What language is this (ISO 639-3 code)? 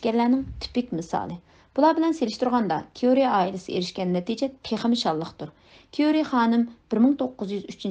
uig